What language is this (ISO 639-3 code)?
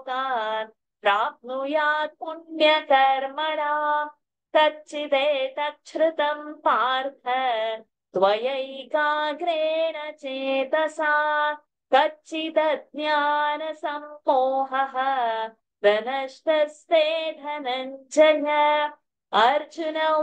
san